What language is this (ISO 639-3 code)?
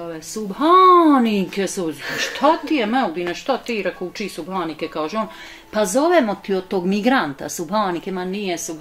bos